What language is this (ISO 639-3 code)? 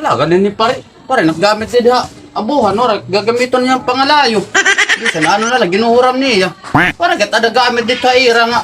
war